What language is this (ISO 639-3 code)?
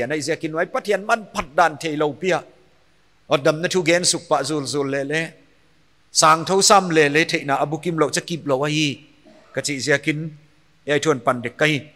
pck